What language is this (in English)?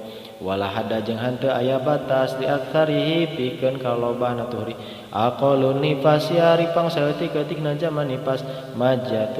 Sundanese